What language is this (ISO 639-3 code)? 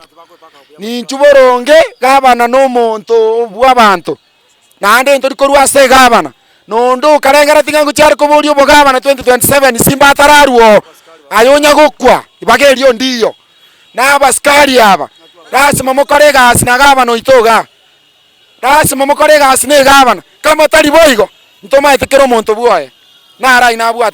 guz